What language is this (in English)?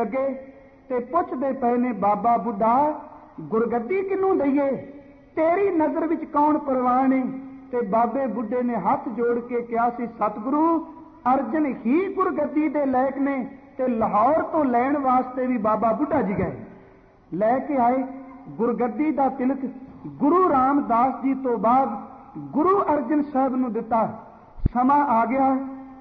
Punjabi